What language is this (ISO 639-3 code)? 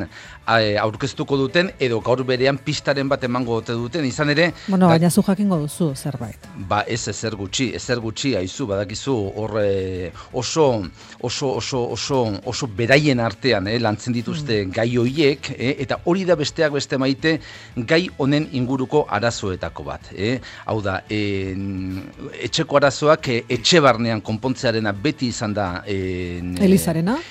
eus